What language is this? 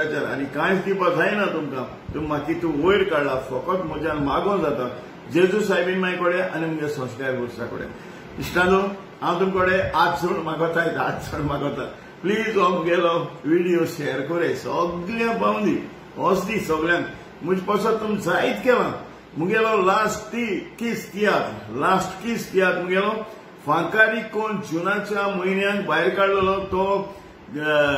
Konkani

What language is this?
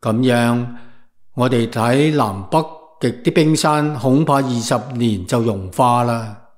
Cantonese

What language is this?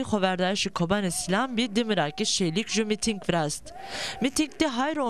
Zaza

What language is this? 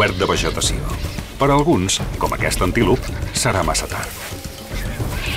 Catalan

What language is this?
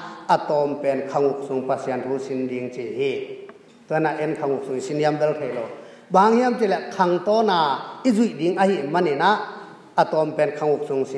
Tedim Chin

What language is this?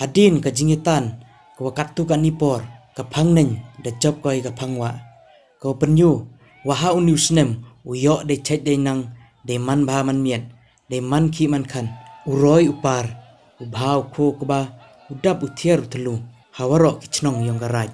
Khasi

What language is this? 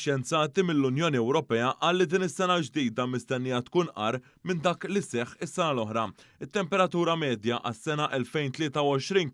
Maltese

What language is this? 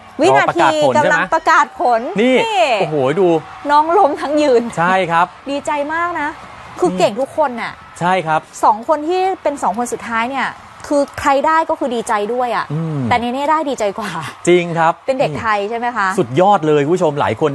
Thai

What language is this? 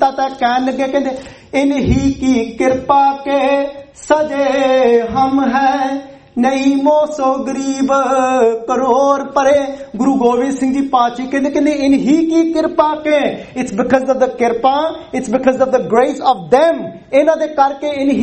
Punjabi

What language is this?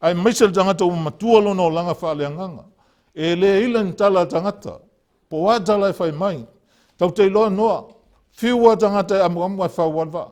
Samoan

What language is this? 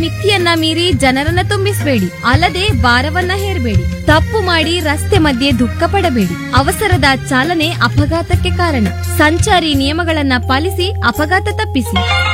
Kannada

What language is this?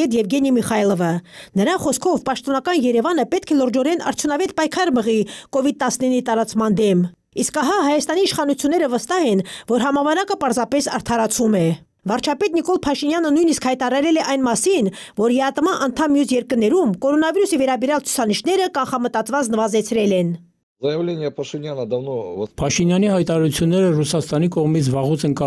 Armenian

